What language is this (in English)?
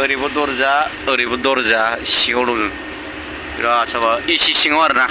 Bodo